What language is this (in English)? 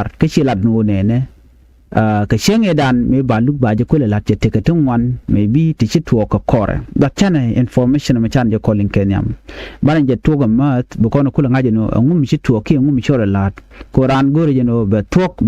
Nuer